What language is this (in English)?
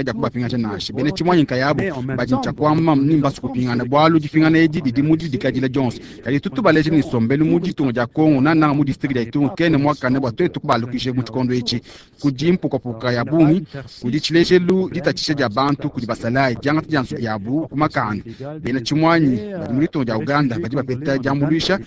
Luba-Lulua